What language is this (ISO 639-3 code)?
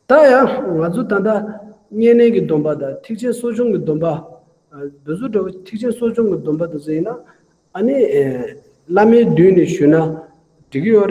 bod